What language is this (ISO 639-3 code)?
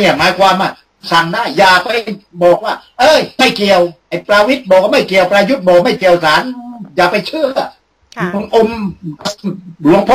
tha